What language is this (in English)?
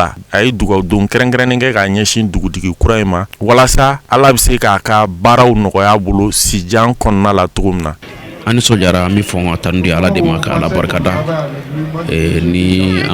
Bambara